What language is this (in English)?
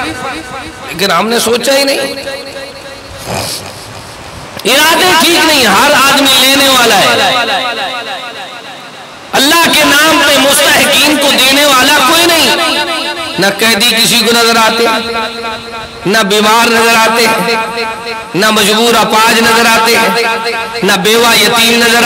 Urdu